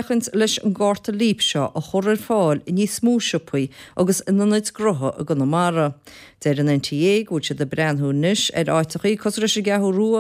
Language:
Irish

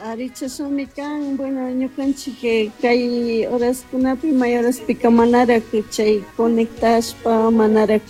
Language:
Chimborazo Highland Quichua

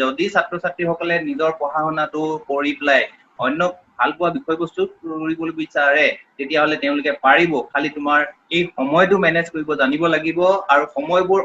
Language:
Assamese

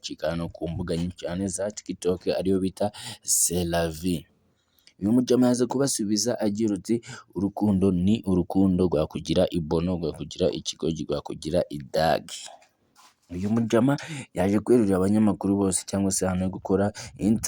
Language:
Kinyarwanda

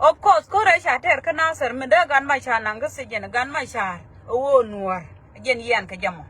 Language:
Nuer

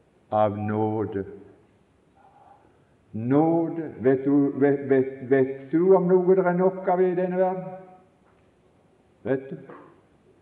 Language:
Norwegian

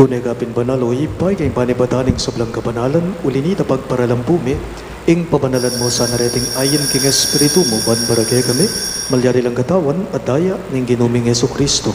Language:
Pampanga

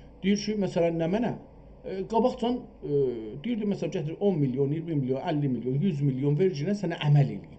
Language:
South Azerbaijani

